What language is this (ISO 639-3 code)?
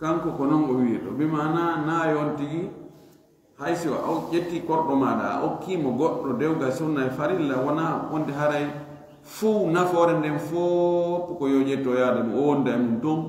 ful